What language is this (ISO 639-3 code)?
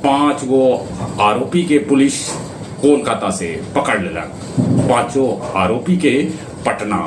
mag